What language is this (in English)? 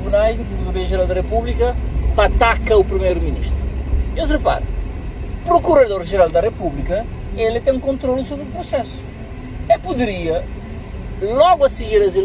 Kabuverdianu